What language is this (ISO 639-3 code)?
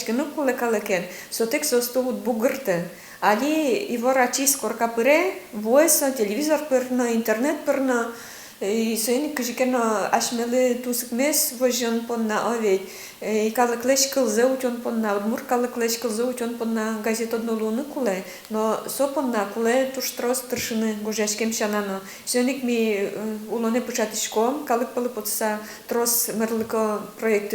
udm